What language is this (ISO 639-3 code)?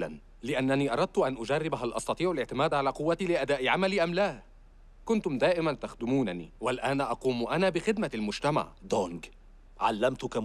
ara